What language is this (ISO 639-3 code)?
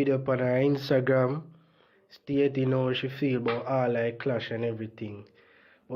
jam